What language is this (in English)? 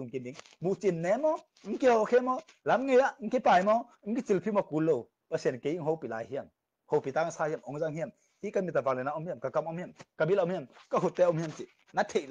Tedim Chin